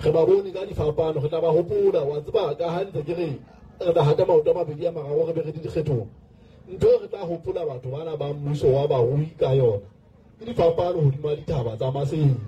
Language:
Southern Sotho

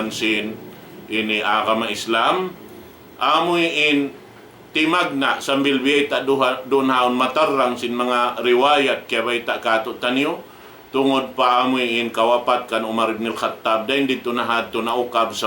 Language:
Tausug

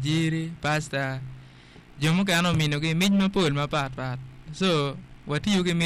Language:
Acoli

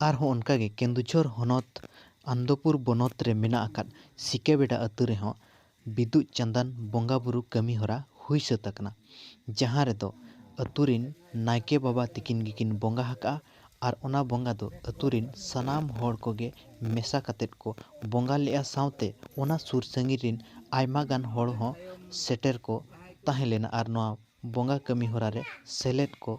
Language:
Santali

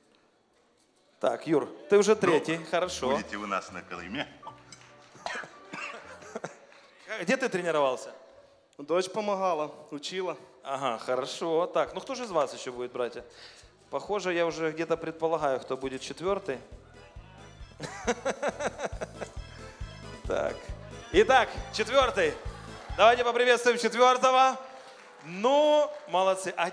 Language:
Russian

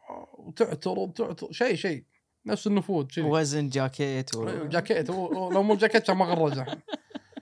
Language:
Gulf Arabic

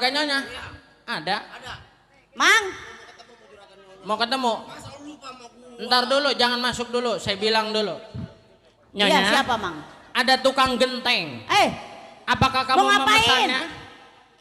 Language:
Betawi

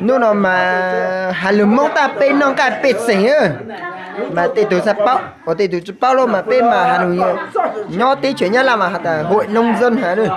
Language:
Hmong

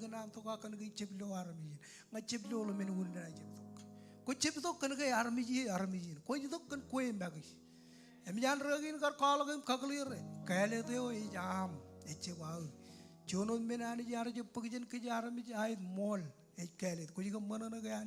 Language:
Marshallese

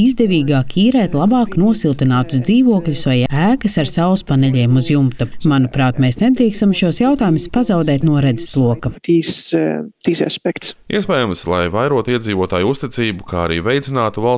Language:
Latvian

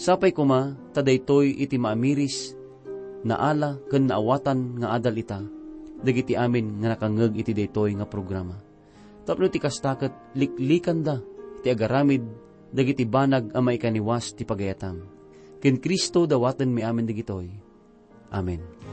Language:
Iloko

